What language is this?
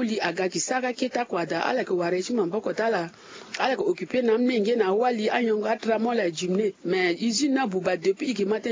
Sango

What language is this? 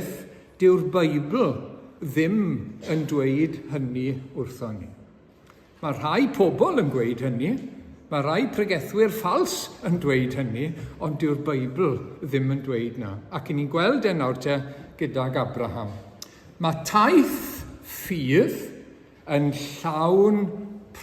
Welsh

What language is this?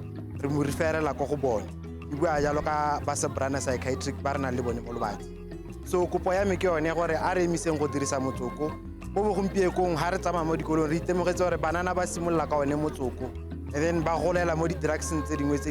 Tswana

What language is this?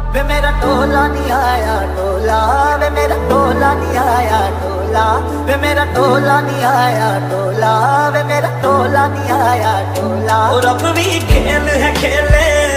Hindi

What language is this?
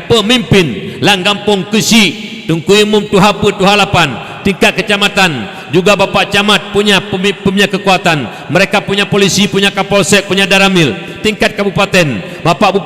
Achinese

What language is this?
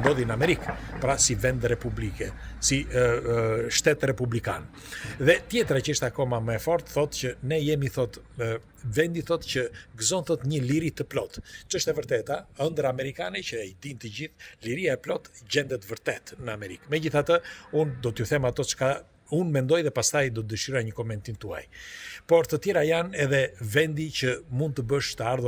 Albanian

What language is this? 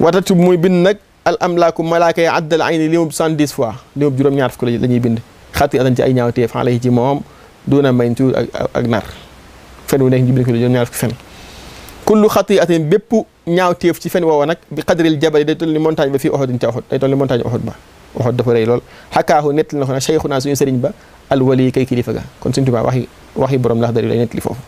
Wolof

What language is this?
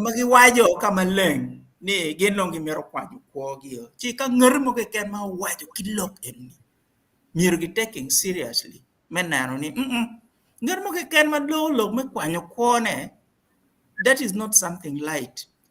Acoli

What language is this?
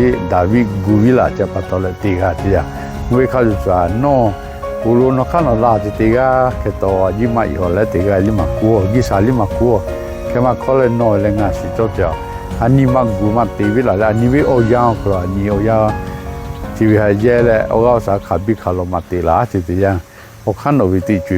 Lahu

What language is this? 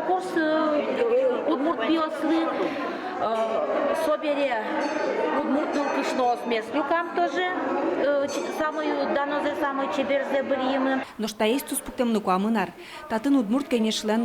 Udmurt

